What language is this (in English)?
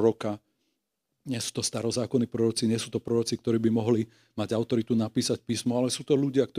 Slovak